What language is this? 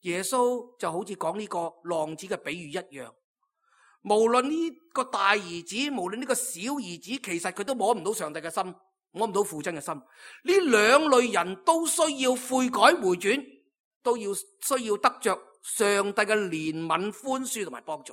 Cantonese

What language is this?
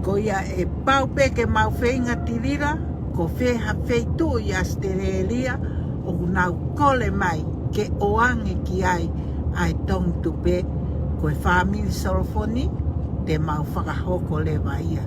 Tongan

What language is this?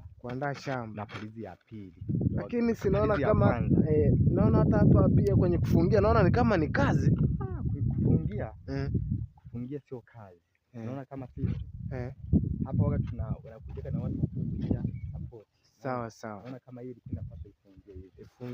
Swahili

